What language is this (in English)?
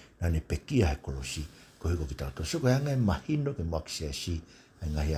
Tongan